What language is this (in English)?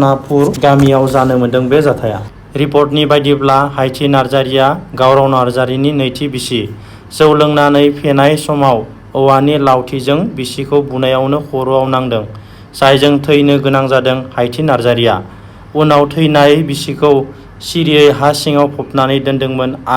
Bodo